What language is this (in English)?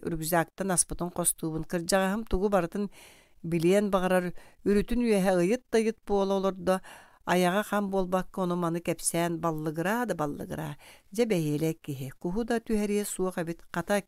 Yakut